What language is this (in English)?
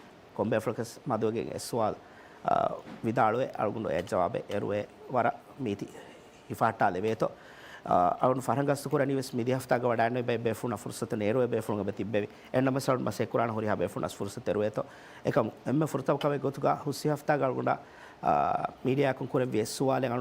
Divehi